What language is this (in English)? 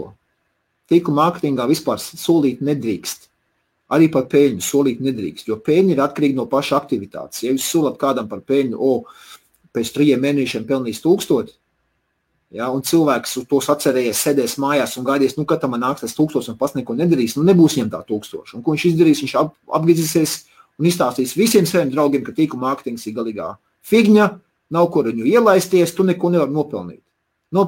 Latvian